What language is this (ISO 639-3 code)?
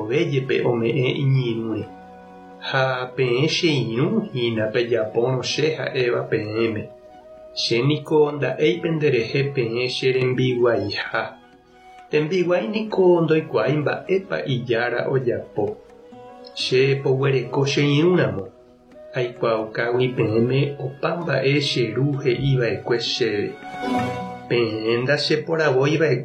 grn